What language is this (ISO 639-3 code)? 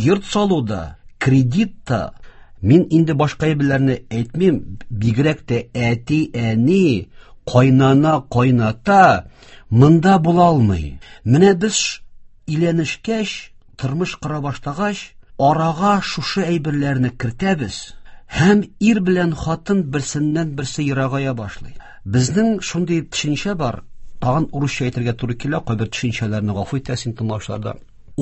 tat